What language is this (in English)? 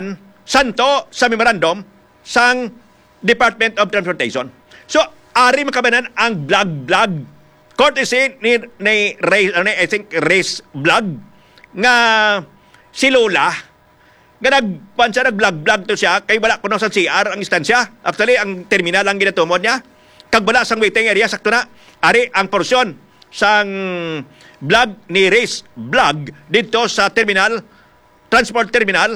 Hiligaynon